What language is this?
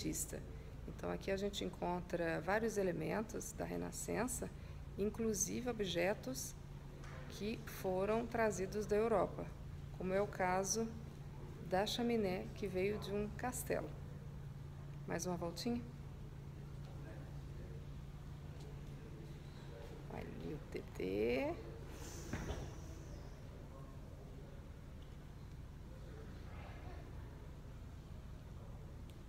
Portuguese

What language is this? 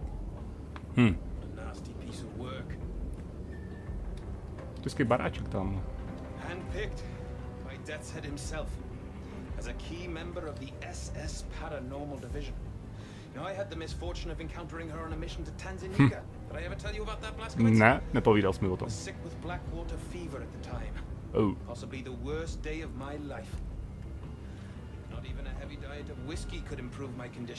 Czech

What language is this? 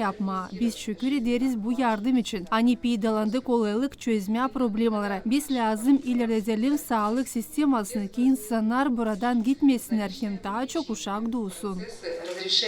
Gagauz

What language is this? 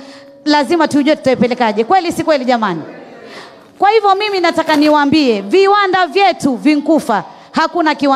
Swahili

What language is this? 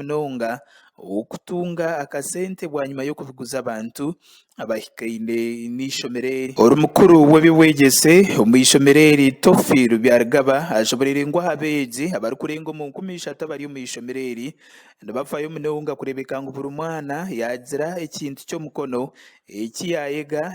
Nyankole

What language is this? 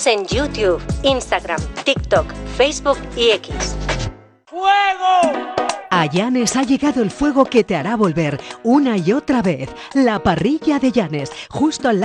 Spanish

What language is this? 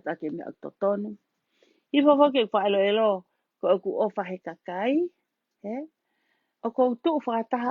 Tongan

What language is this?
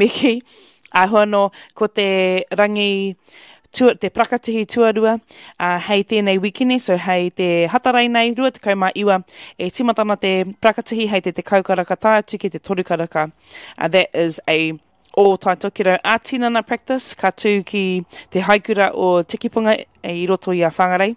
Māori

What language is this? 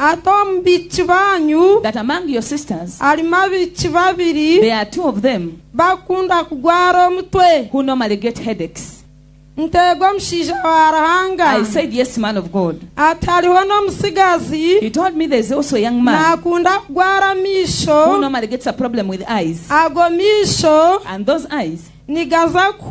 Nyankole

